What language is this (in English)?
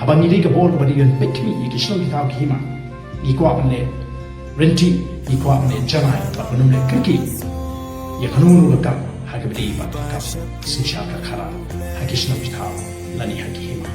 Khasi